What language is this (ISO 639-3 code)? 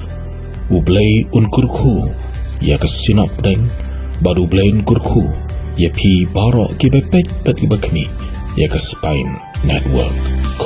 kha